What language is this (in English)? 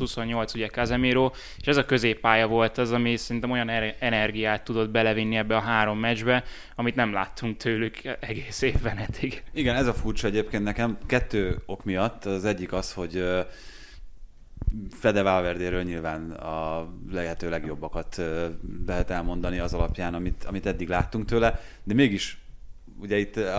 Hungarian